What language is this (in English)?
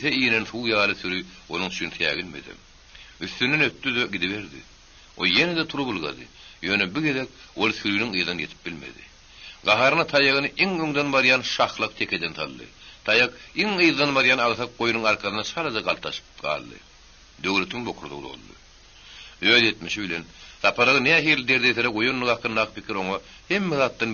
Turkmen